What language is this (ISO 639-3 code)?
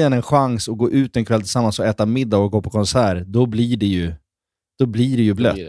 swe